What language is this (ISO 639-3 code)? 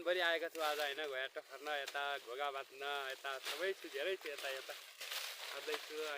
nep